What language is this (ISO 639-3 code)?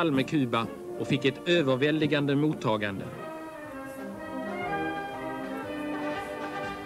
swe